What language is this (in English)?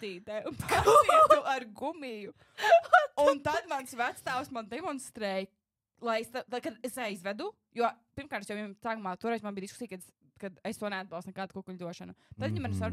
Latvian